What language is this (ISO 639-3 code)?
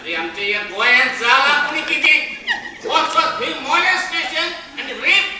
kok